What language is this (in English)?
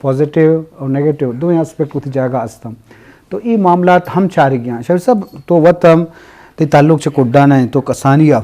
Eastern Balochi